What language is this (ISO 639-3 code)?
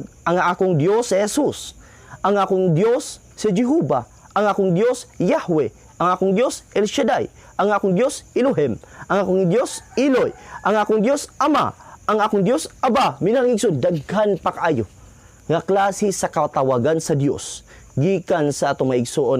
ceb